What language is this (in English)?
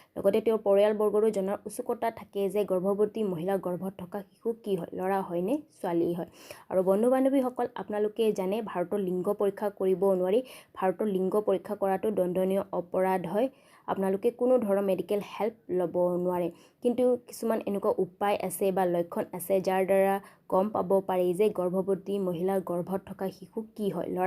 Assamese